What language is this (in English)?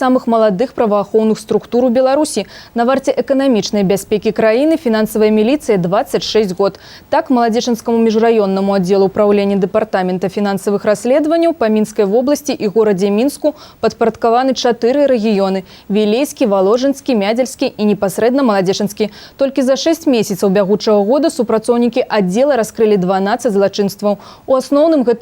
Belarusian